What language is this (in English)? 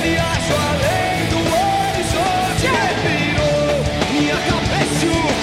Portuguese